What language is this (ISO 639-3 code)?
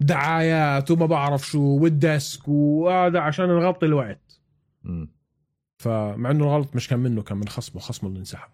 apc